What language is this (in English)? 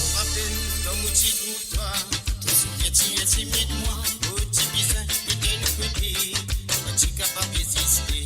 Morisyen